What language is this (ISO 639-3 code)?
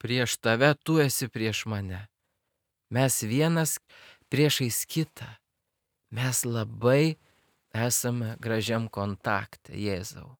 lit